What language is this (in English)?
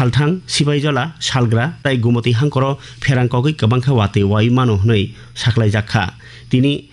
Kok Borok